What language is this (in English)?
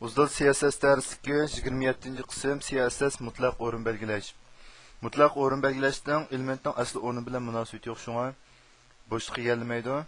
Uyghur